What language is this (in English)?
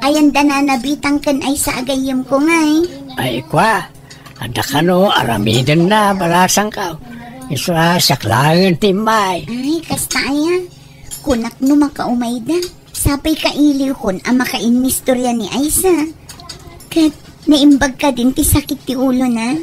Iloko